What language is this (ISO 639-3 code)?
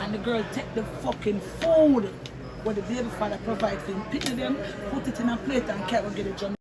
jam